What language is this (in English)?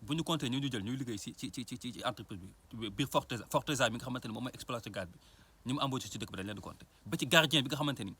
Wolof